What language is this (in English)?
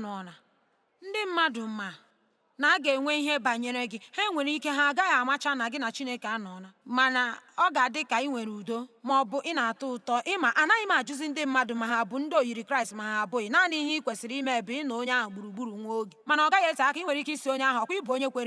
Igbo